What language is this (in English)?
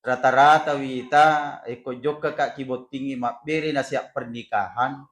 Buginese